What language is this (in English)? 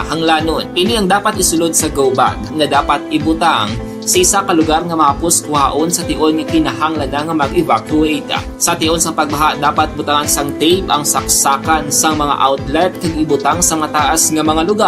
Hiligaynon